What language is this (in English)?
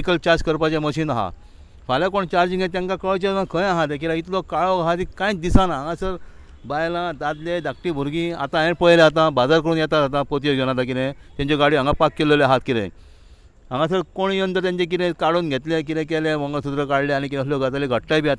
Konkani